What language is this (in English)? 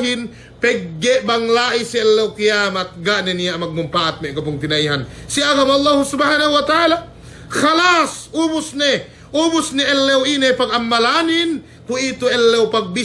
Yakan